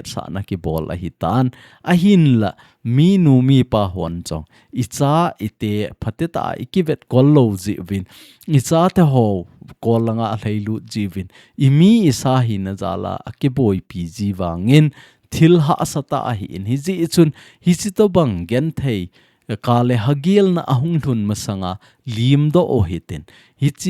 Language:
Thado Chin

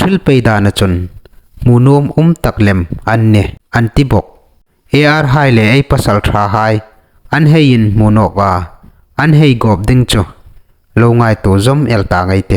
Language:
Hmar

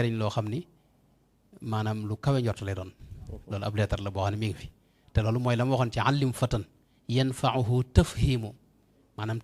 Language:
Wolof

